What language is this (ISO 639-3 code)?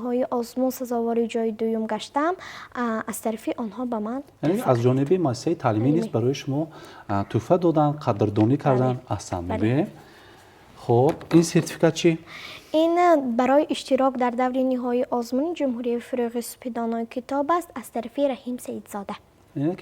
tgk